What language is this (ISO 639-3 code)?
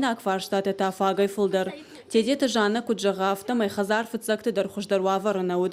oss